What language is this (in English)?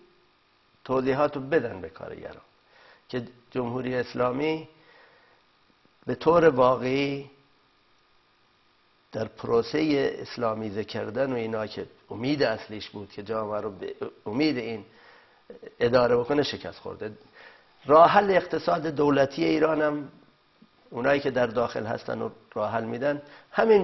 Persian